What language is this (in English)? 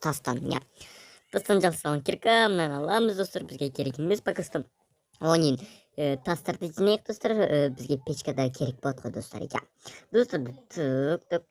Kazakh